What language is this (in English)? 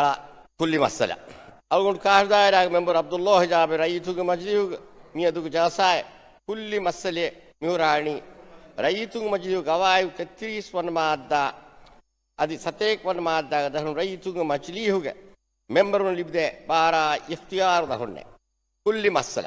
Divehi